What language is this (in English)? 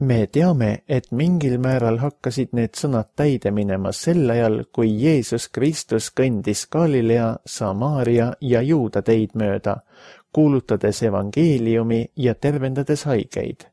Estonian